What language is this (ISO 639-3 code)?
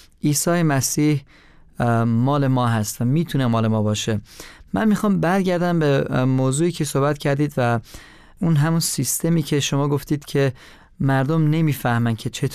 fas